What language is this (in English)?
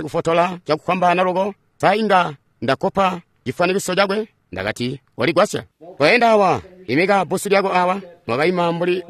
Tonga (Zambia)